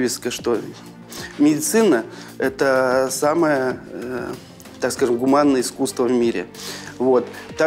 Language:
Russian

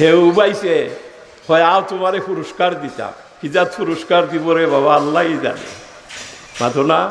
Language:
Sylheti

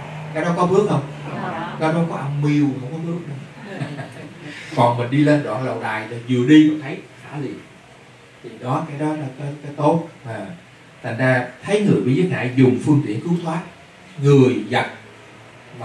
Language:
Vietnamese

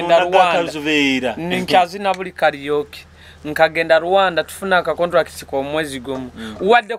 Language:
Nyoro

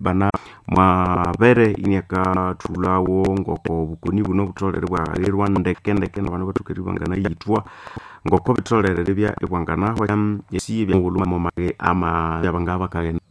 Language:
Nande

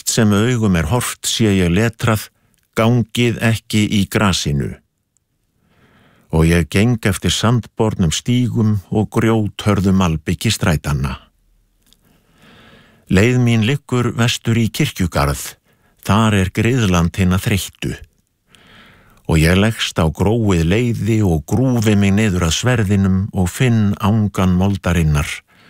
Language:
Icelandic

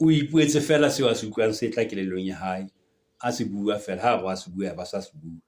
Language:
Southern Sotho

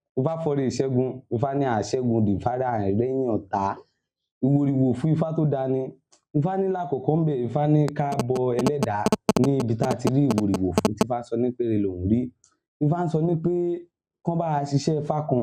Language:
Yoruba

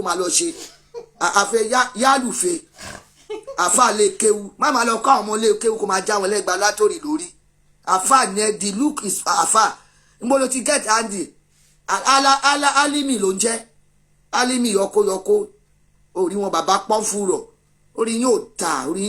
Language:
Yoruba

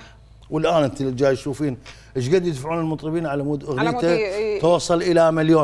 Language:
Mesopotamian Arabic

